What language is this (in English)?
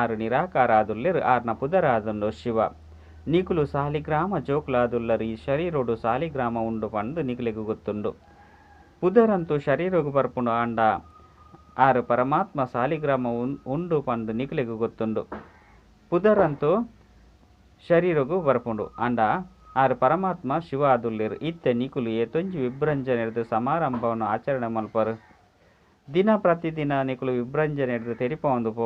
Tulu